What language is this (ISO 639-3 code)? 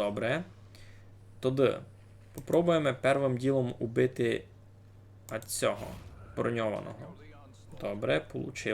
rue